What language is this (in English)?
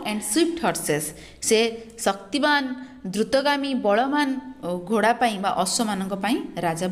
Odia